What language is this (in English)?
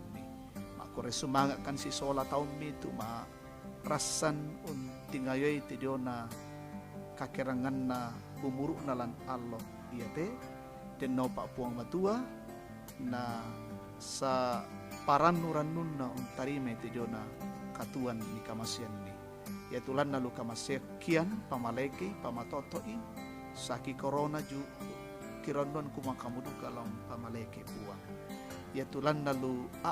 Toraja-Sa'dan